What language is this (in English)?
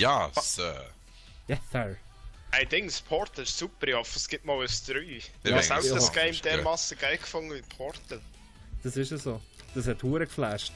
Swiss German